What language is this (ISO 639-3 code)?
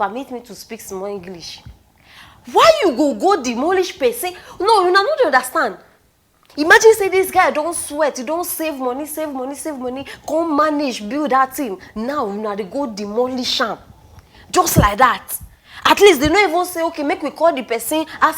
pcm